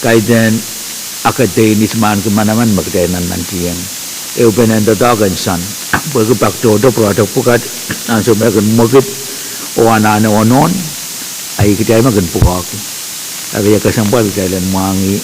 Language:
Pohnpeian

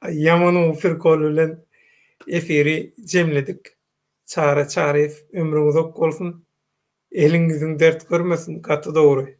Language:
Turkmen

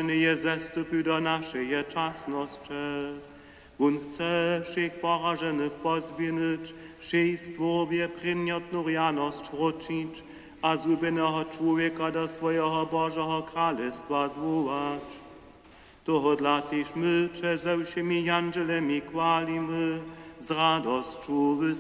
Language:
Upper Sorbian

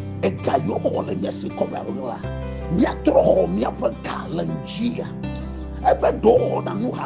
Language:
Ewe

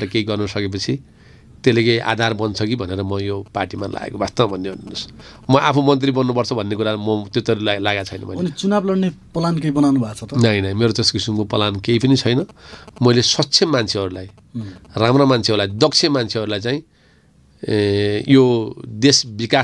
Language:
Nepali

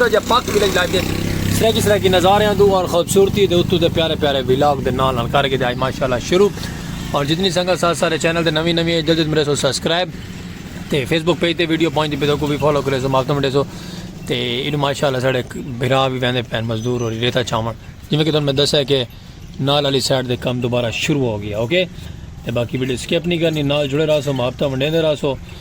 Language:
Saraiki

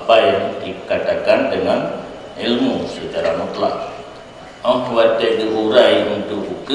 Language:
Achinese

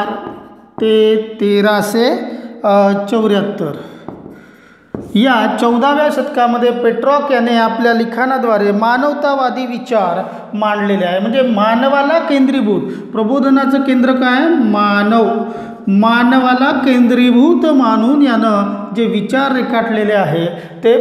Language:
Marathi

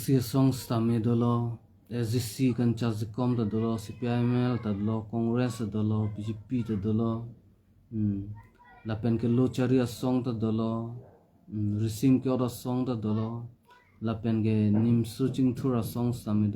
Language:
Karbi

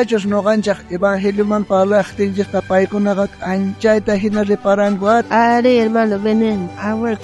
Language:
South Bolivian Quechua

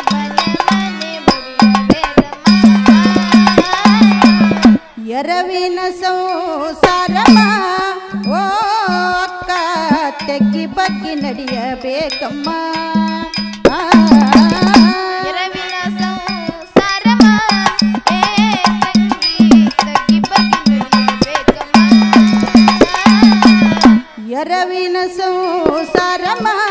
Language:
Kannada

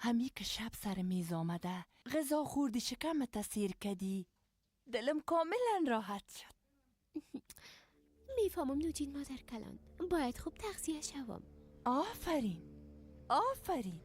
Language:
Persian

